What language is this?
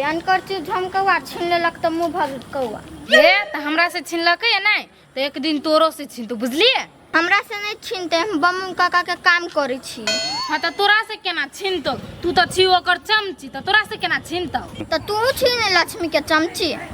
Maithili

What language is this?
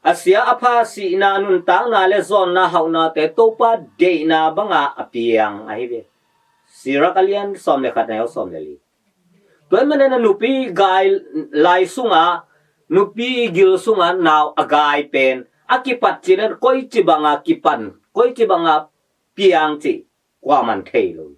Tedim Chin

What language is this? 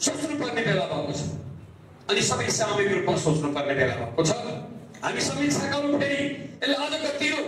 Nepali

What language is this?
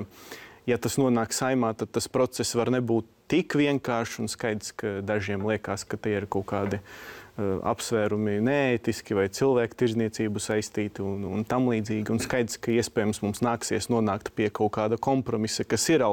Latvian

